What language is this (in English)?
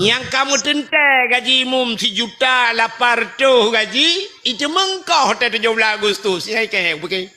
Achinese